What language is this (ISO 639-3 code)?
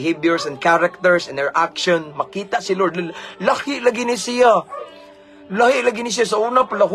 ceb